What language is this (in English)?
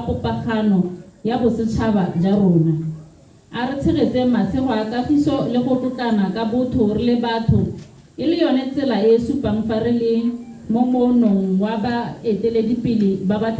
Tswana